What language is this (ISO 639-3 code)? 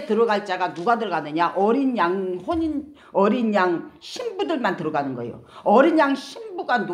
kor